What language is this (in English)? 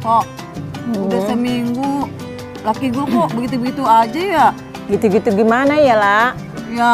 Betawi